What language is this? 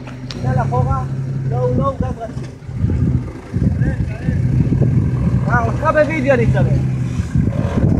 Hebrew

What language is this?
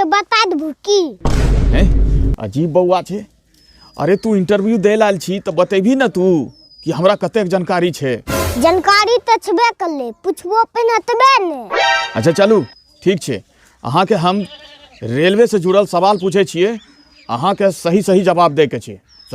Maithili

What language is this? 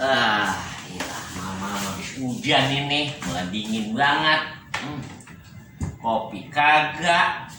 Betawi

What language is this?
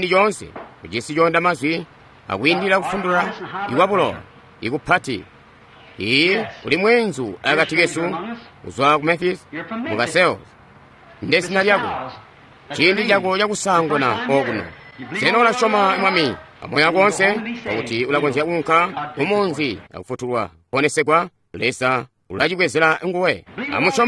Tonga (Zambia)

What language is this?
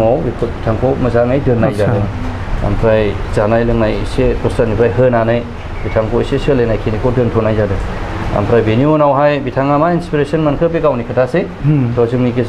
Bodo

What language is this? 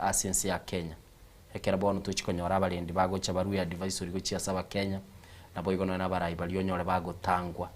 Gusii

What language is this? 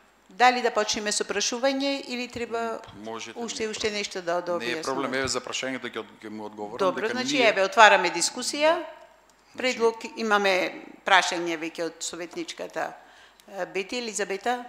Macedonian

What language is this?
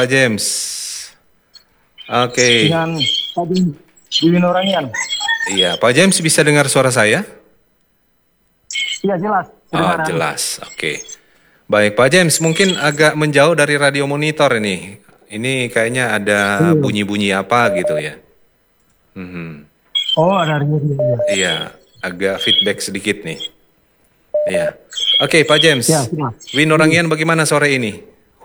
Indonesian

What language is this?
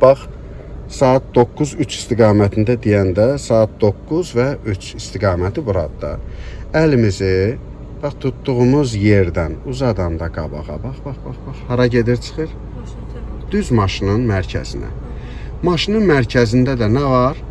Azerbaijani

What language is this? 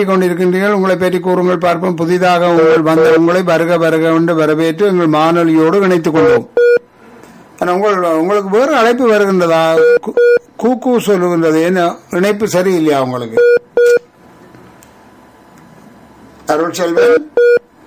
Tamil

